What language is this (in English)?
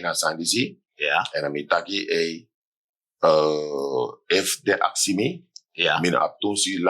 Sranan Tongo